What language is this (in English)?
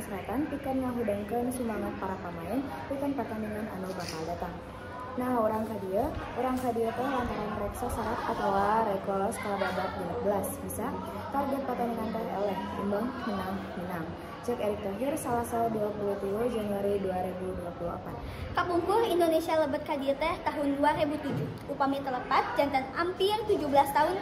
Sundanese